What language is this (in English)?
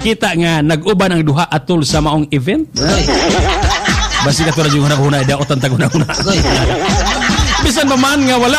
Cebuano